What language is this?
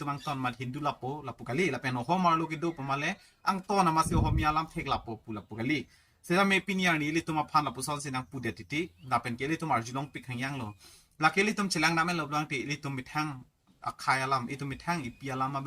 Karbi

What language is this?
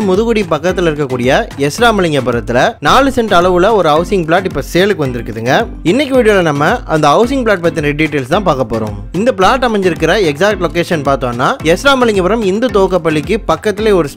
Tamil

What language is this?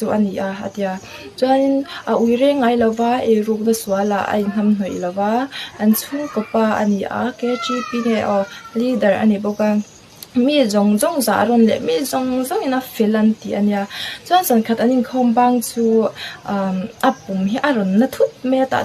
Mizo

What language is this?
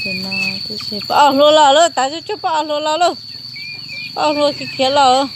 Hmong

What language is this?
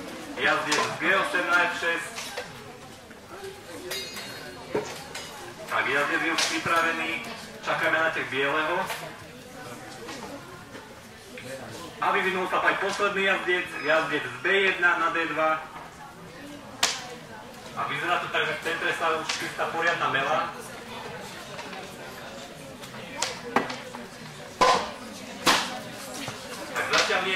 Slovak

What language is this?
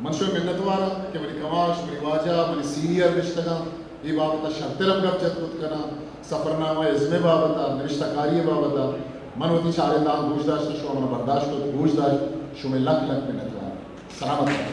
Eastern Balochi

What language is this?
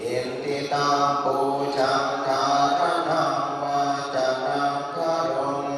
Pali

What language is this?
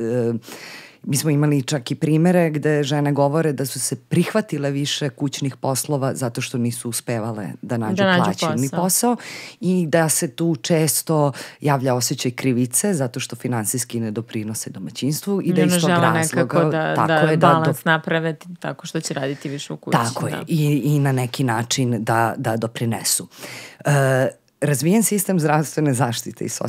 Serbian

